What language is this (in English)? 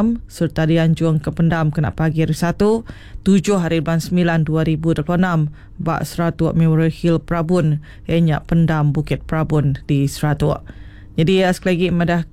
Iban